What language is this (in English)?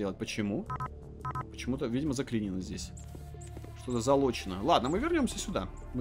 Russian